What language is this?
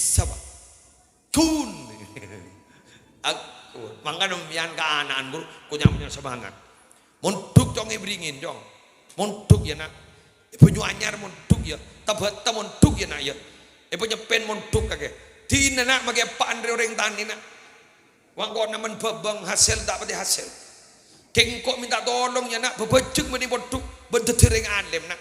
Madurese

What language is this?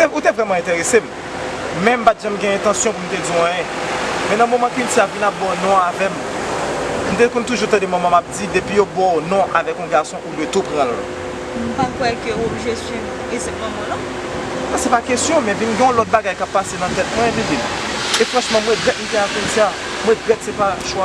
Haitian Creole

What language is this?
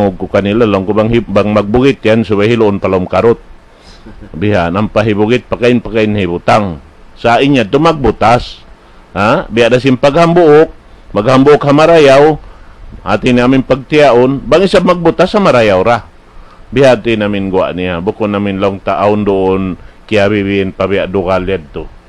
Tausug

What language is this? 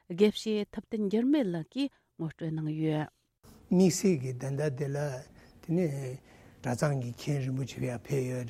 Tibetan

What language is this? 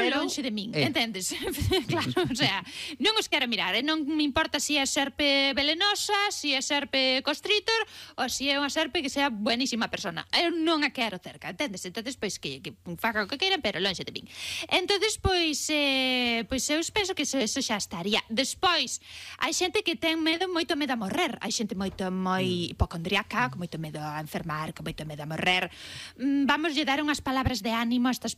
Galician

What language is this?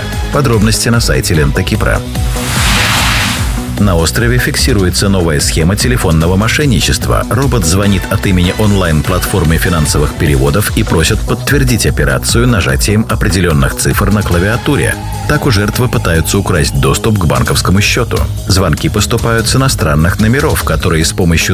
Russian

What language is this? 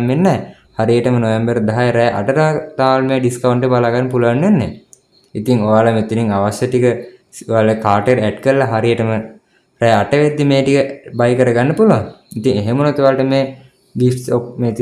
Sinhala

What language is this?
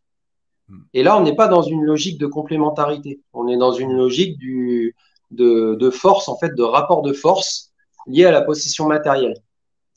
French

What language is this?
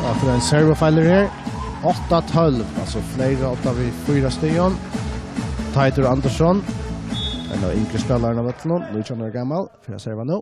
Faroese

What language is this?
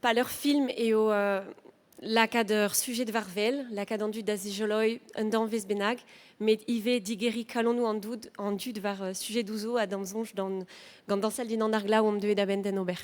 Breton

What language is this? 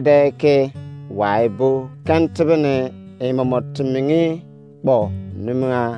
Izon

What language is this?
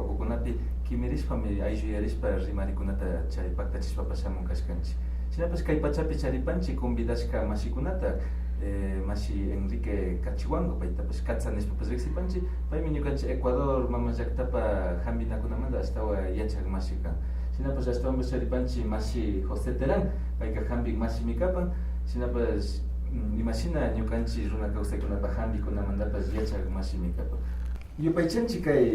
Imbabura Highland Quichua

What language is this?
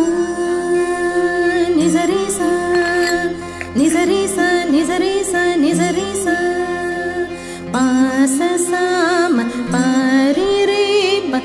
Tamil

